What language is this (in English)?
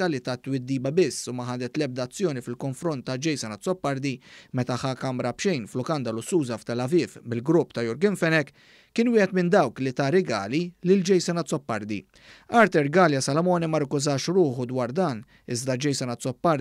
Maltese